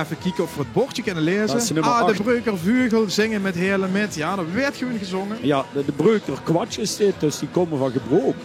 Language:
Limburgish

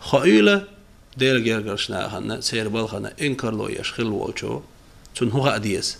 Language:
Chechen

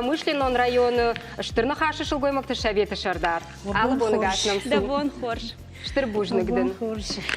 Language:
Ossetic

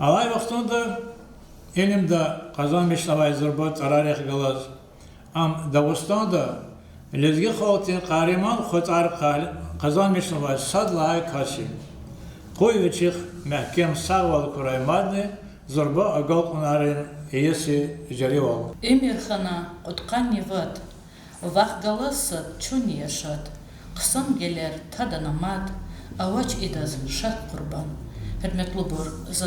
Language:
Lezghian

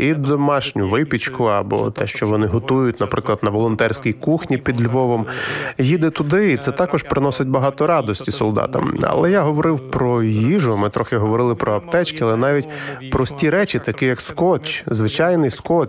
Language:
Ukrainian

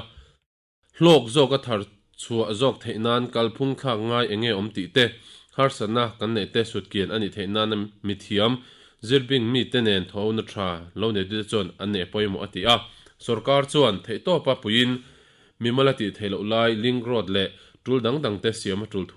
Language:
Mizo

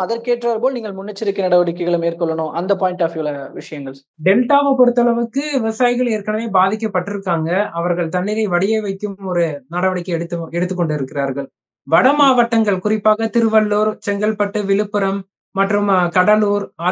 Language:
Tamil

